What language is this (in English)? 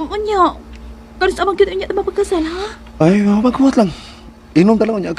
Cebuano